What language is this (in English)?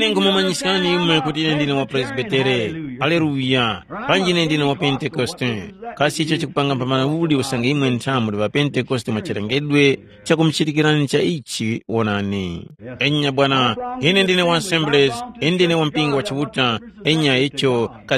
Tumbuka